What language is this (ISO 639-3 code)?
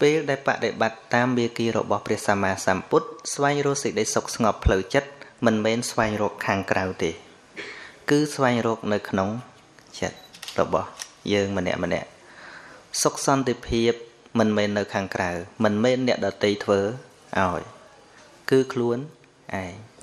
khm